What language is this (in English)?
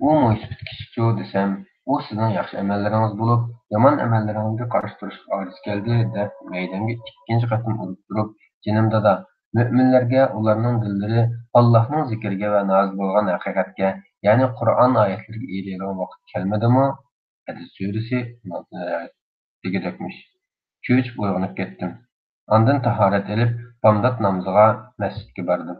Uyghur